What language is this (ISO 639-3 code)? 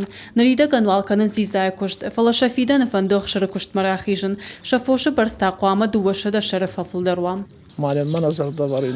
oss